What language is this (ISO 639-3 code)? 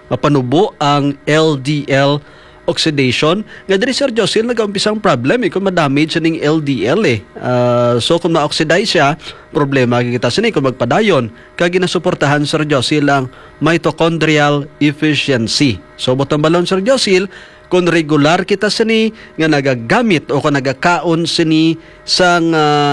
hil